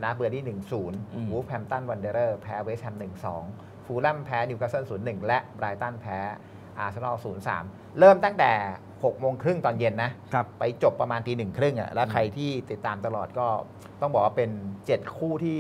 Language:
Thai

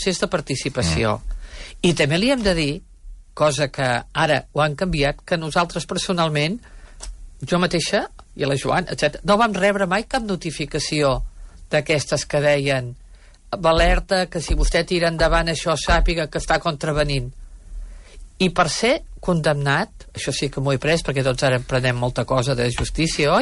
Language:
Catalan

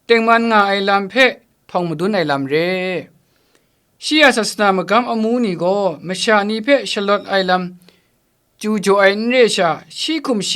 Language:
Kachin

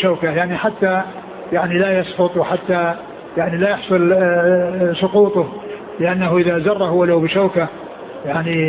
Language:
Arabic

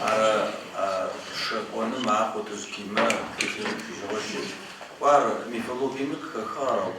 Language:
Adyghe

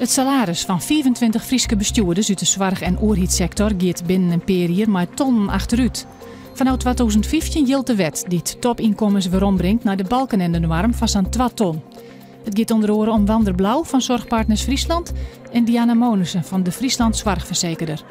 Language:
Western Frisian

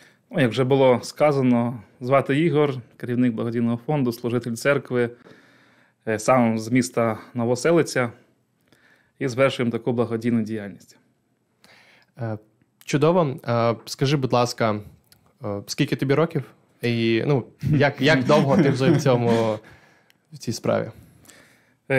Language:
Ukrainian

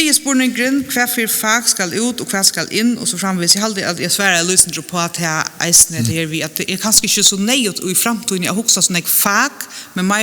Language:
Faroese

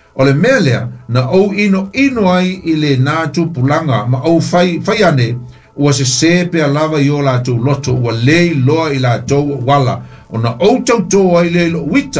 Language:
Samoan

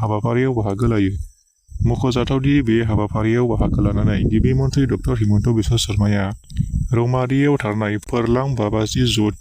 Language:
Bodo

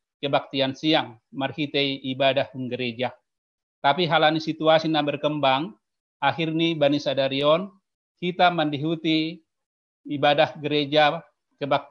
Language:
Batak Simalungun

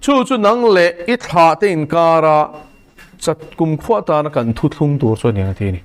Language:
Mizo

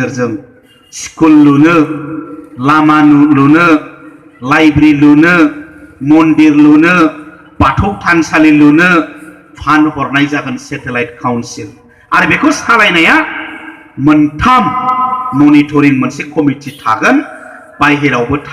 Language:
Bodo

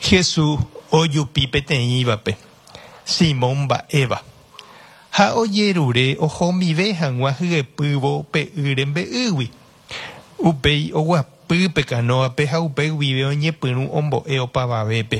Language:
Guarani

